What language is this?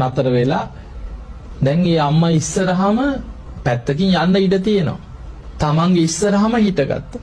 Sinhala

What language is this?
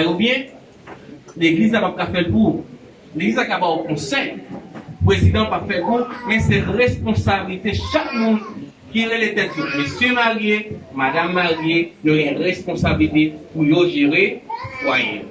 Haitian Creole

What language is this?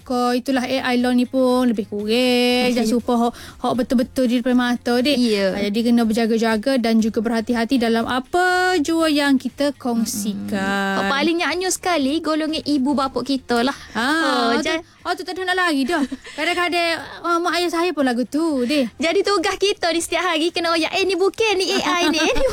Malay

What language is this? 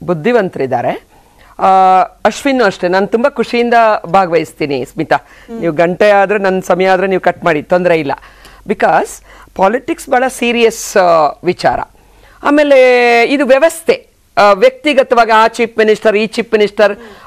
Kannada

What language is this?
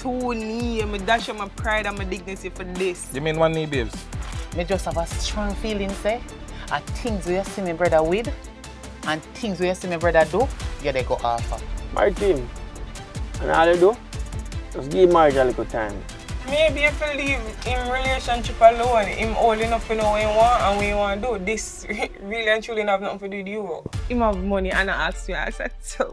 Jamaican Creole English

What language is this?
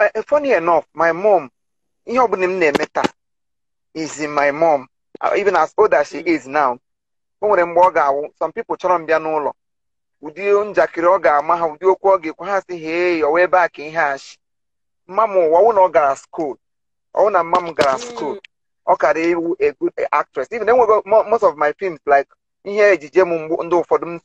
Igbo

